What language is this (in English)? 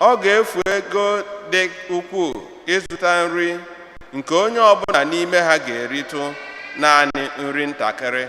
Igbo